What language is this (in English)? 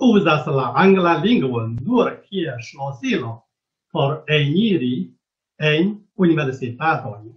Esperanto